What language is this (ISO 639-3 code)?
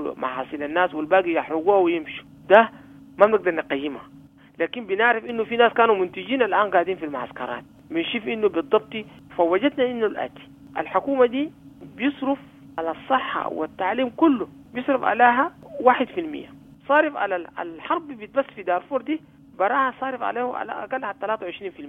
apd